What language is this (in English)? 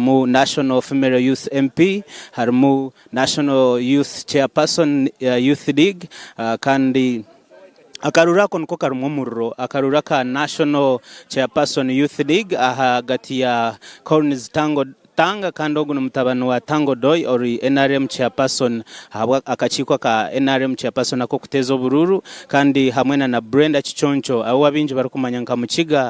Nyankole